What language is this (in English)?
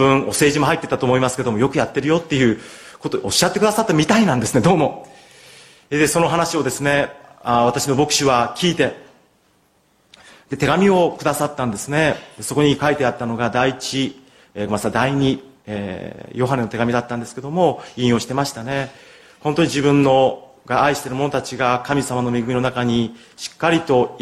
Japanese